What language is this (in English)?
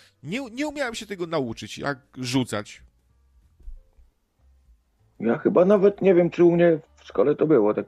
Polish